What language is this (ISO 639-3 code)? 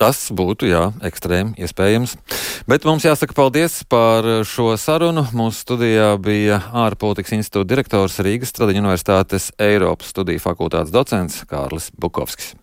lav